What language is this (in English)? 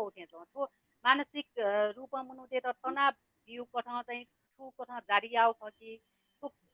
Newari